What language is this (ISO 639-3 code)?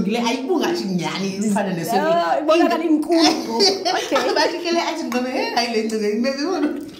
xho